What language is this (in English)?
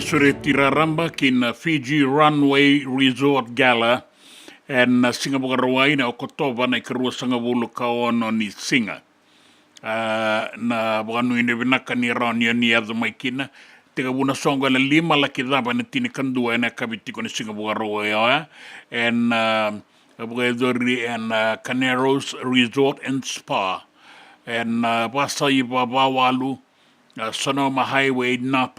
Fijian